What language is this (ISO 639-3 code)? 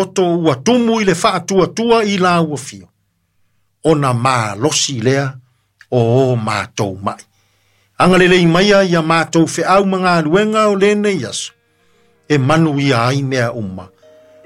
smo